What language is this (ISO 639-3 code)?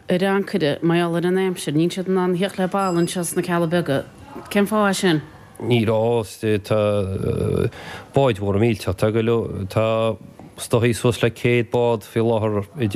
gle